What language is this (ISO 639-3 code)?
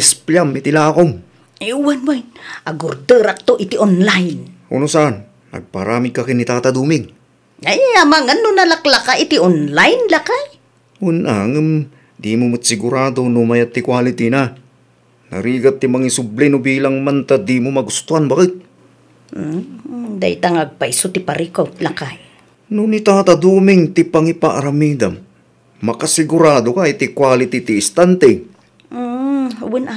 ilo